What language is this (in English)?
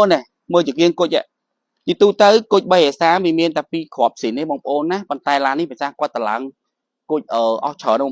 Khmer